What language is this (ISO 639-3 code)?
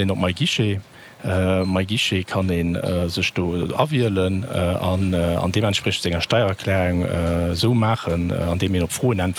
ltz